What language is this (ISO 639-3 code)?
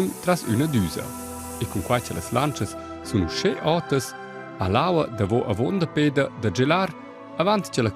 roh